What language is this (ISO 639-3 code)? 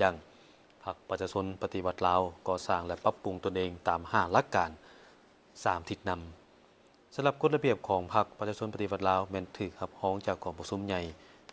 lao